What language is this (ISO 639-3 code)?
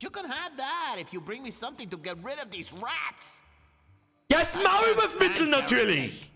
bar